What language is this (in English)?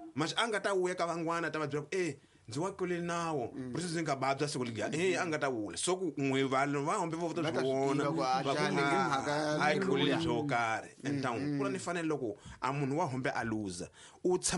Tsonga